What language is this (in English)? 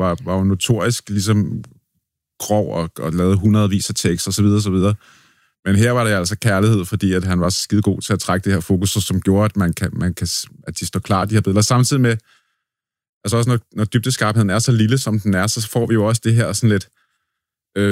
Danish